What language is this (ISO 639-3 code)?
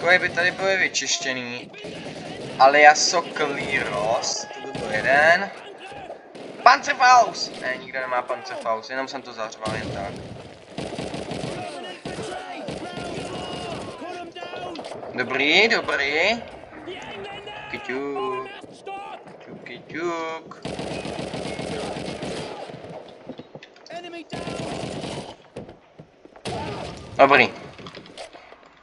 ces